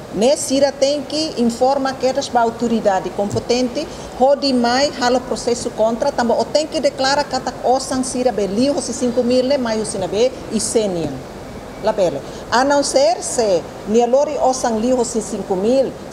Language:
Tetum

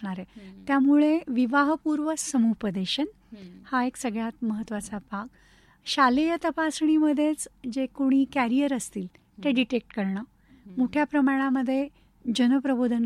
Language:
Marathi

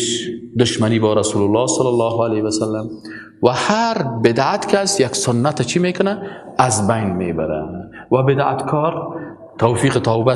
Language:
Persian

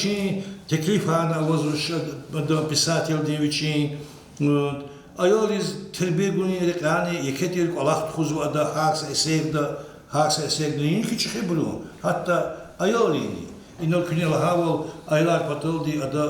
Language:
Lezghian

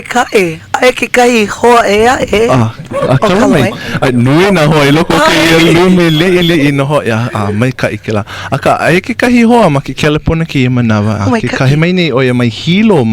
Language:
Hawaiian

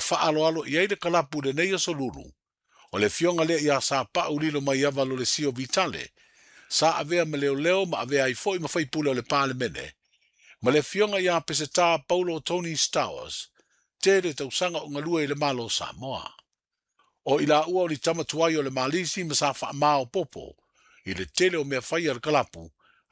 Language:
Samoan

